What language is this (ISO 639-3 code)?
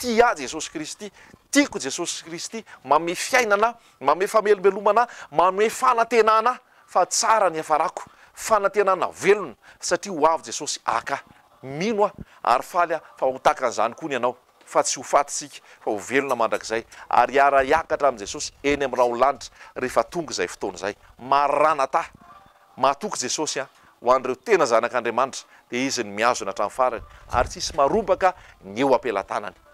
mlg